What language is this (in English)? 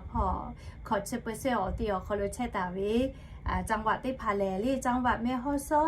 Lahu